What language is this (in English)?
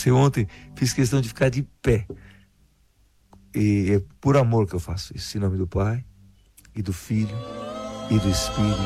Portuguese